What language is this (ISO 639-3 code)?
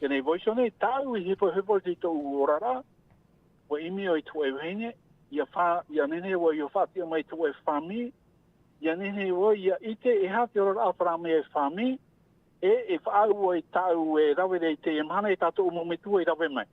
tah